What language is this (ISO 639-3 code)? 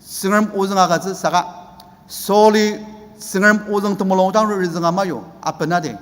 njo